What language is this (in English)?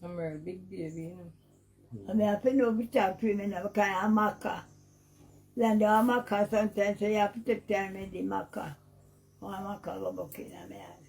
Jamaican Creole English